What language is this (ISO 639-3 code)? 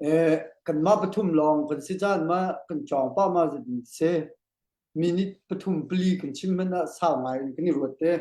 cnh